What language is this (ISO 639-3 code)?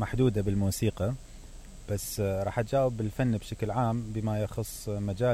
acm